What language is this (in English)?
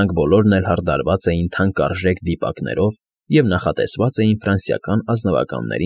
Armenian